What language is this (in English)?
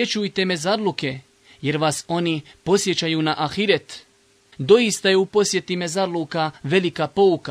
Bosnian